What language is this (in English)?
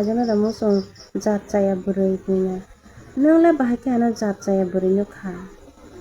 Kok Borok